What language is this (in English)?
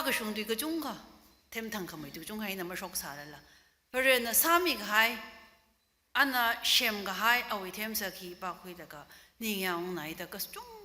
Tangkhul Naga (India)